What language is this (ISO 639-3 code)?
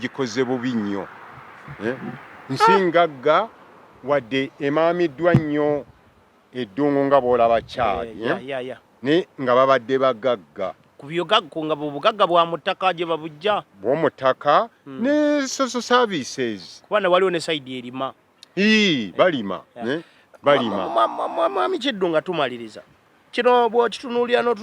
lug